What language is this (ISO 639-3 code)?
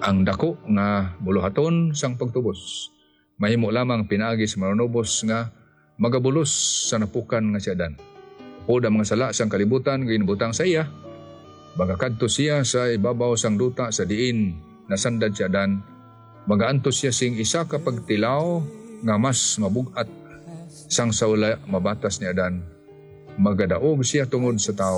hil